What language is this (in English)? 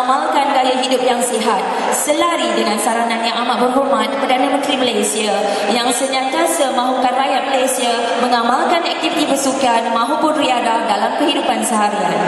Malay